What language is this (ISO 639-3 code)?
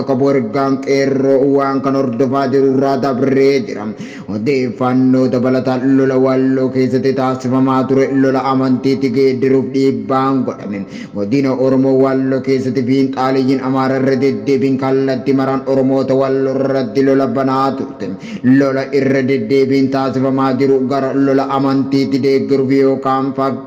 orm